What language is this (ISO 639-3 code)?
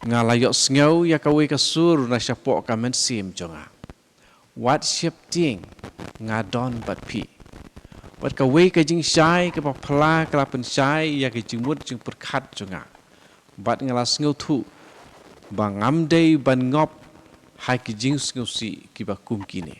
kha